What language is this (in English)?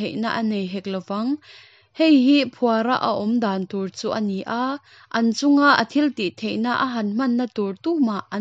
Hakha Chin